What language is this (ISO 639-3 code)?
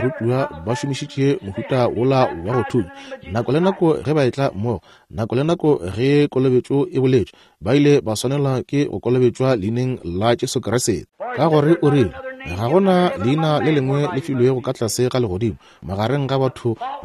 nso